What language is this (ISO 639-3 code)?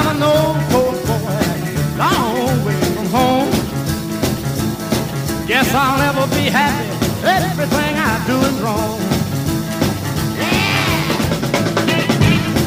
eng